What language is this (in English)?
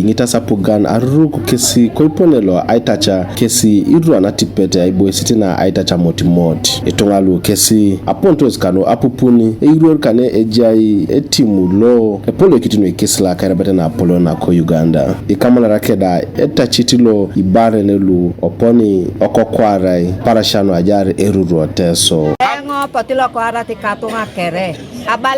Teso